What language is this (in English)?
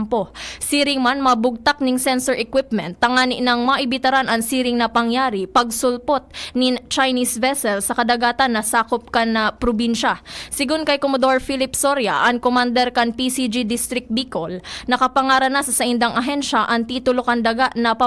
Bikol